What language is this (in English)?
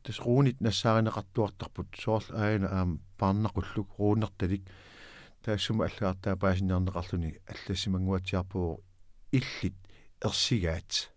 Kalaallisut